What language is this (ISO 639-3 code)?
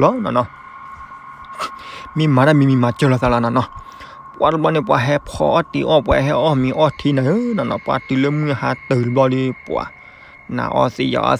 ksw